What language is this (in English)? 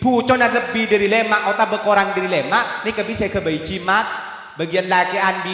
Madurese